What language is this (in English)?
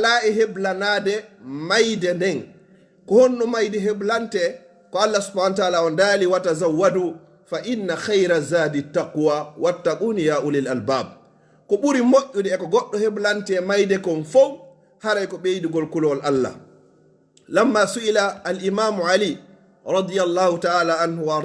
Pular